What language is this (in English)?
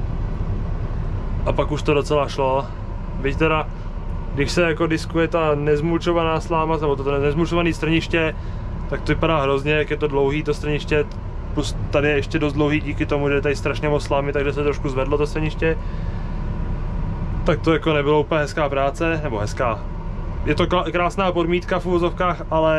Czech